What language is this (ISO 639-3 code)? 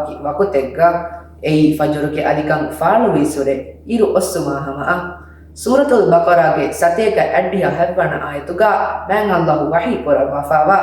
div